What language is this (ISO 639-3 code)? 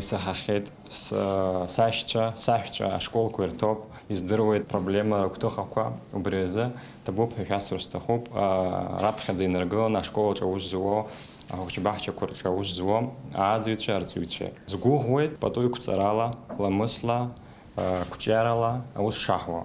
abk